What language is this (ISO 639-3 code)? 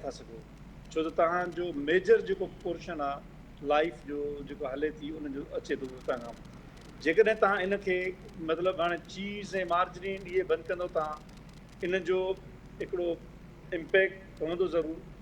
snd